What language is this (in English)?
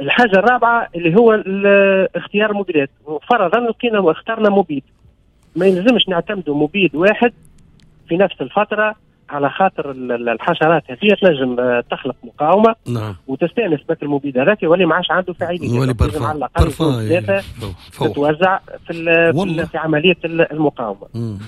Tunisian Arabic